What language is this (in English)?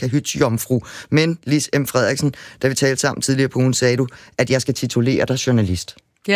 Danish